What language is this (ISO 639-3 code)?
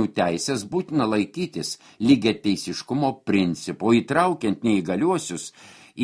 lit